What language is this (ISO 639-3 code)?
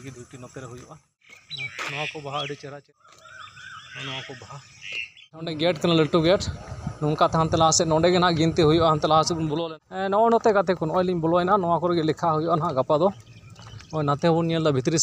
sat